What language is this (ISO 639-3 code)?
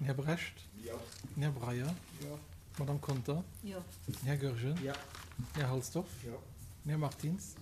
ltz